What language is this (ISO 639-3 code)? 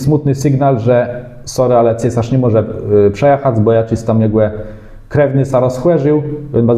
csb